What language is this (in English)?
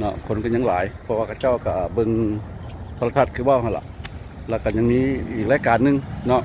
Lao